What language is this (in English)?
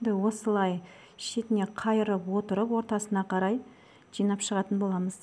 Kazakh